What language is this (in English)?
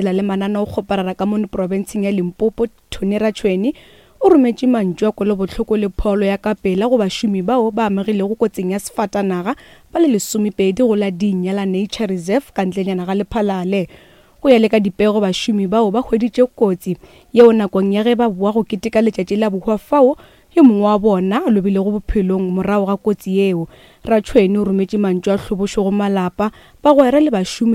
Northern Sotho